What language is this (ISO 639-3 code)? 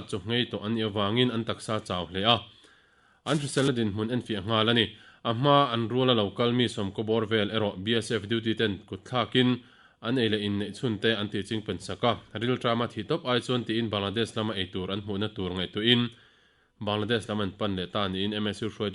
lus